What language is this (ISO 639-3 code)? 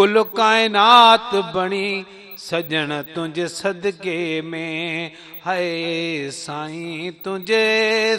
snd